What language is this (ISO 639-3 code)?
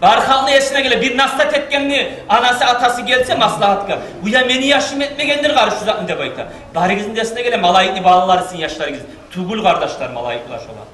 kum